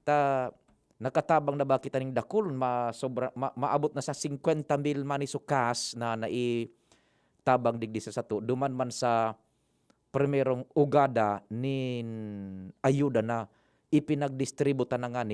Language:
Bikol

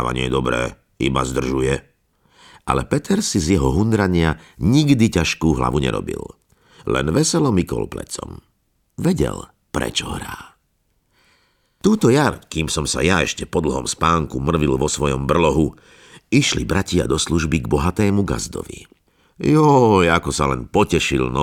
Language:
Slovak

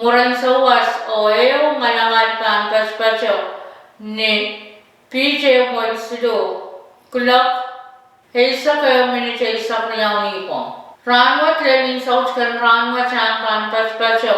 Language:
Pohnpeian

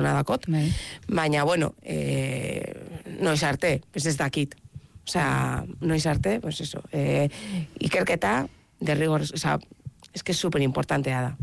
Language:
Basque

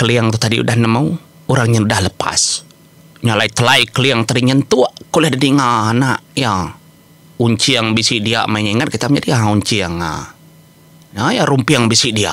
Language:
Iban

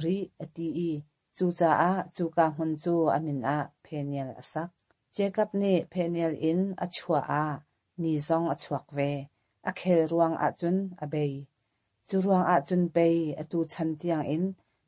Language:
Hakha Chin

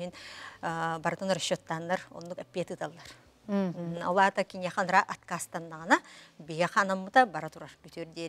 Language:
Yakut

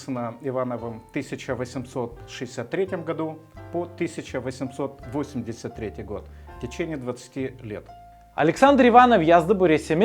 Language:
Gagauz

